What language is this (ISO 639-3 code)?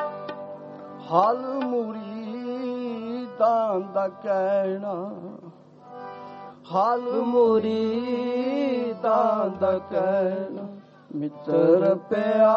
pan